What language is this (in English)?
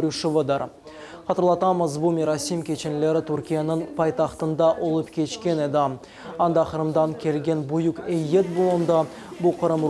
Crimean Tatar